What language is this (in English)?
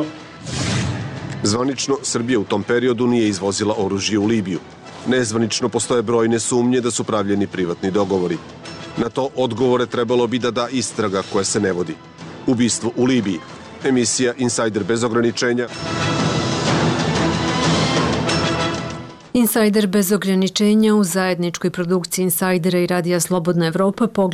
Serbian